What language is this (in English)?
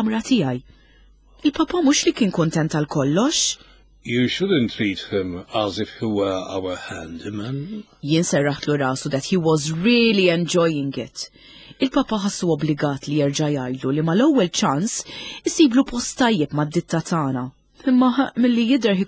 Maltese